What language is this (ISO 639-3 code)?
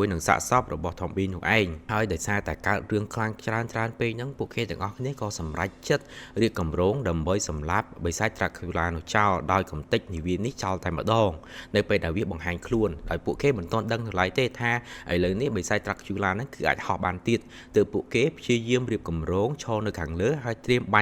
khm